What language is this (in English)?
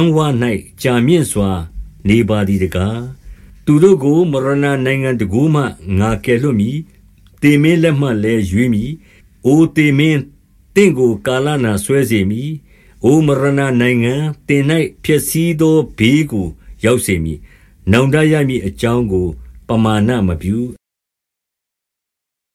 Burmese